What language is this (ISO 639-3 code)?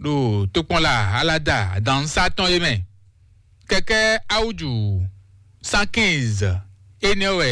fon